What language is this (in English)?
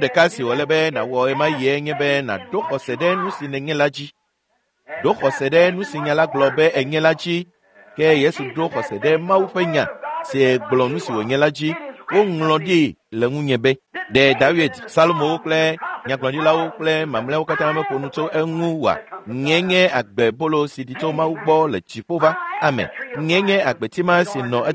Ewe